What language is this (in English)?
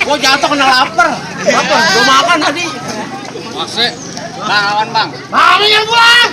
Betawi